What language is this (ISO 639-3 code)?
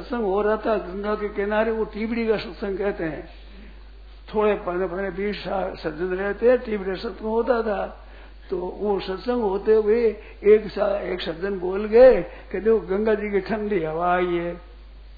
hin